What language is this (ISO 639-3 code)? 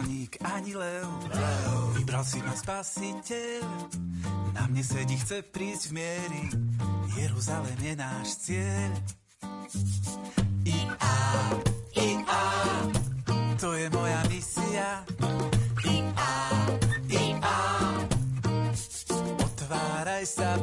slk